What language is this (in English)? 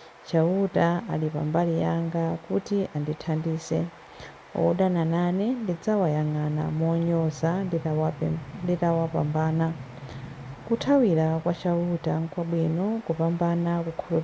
Nyanja